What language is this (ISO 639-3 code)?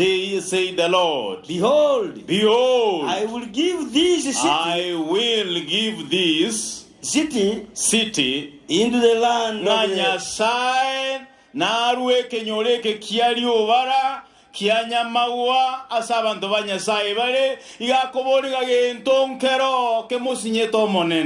guz